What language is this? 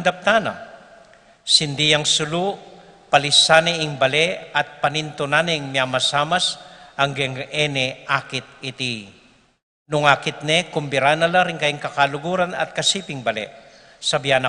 Pampanga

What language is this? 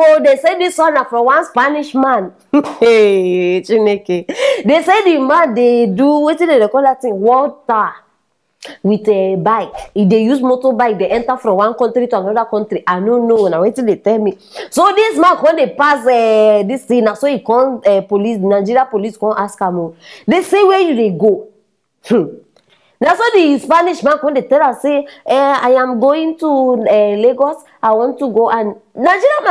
Nigerian Pidgin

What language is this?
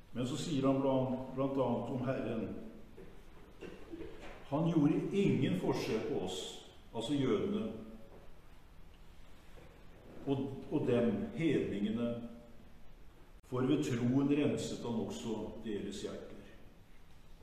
Norwegian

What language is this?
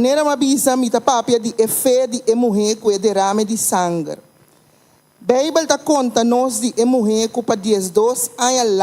Papiamento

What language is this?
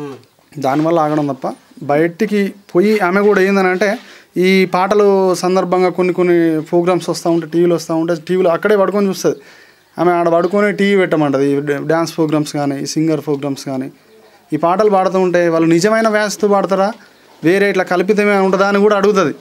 Telugu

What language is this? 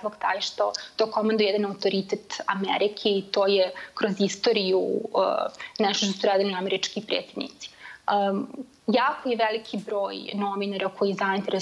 Serbian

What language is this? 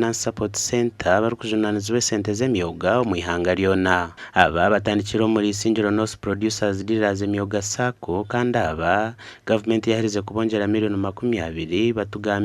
Nyankole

